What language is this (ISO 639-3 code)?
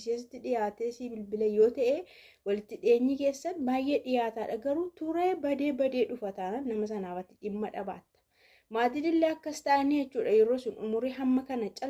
orm